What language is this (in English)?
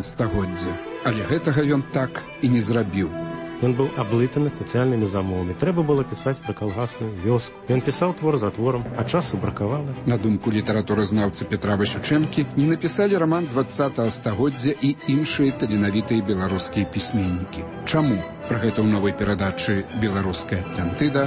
Belarusian